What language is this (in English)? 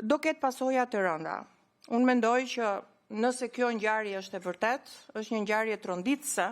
Albanian